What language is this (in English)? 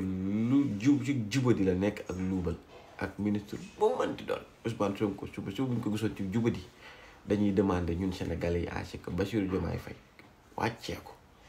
Wolof